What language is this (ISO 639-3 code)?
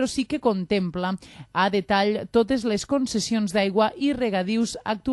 cat